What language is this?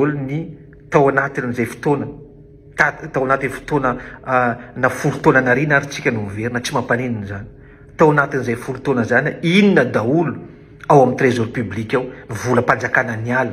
Malagasy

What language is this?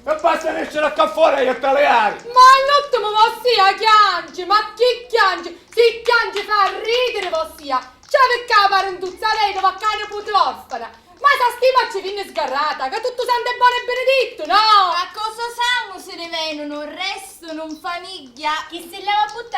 Sicilian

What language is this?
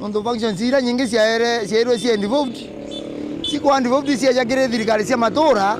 Meru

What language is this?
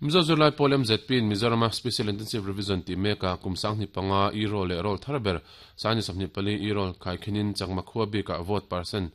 Mizo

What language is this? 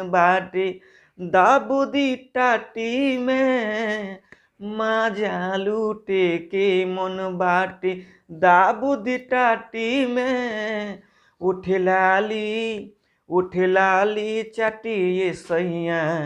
Bhojpuri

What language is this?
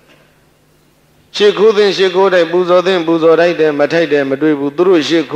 Burmese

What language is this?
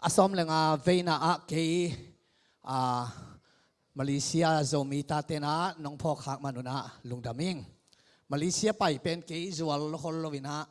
Tedim Chin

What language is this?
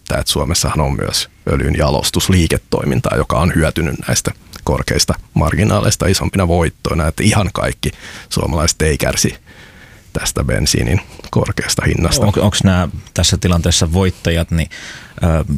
Finnish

